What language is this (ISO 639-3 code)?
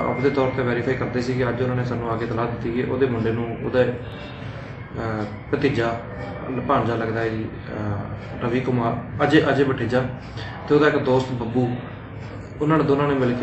pan